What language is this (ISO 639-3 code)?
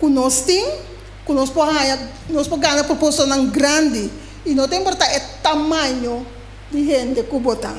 pap